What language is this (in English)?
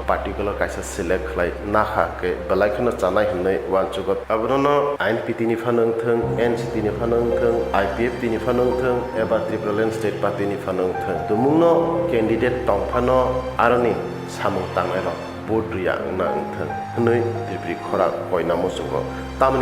Kok Borok